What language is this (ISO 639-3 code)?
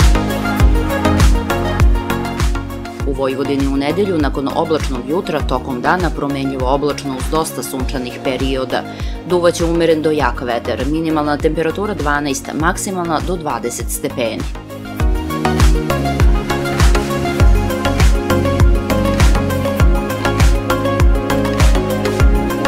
srp